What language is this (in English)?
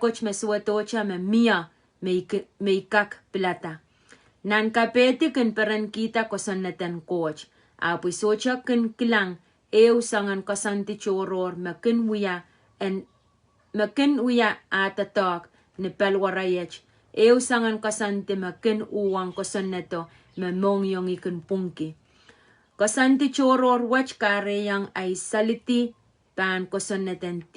Pohnpeian